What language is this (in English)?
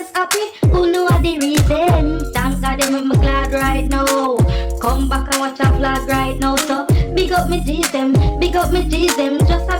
Jamaican Creole English